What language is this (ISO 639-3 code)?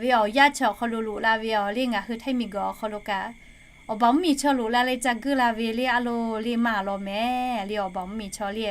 lhu